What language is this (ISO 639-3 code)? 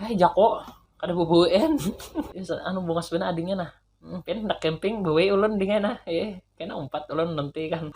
bjn